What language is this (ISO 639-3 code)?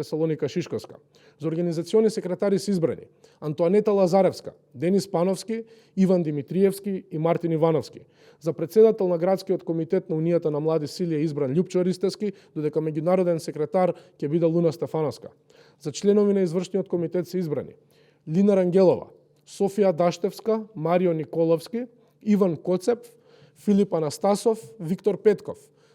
mkd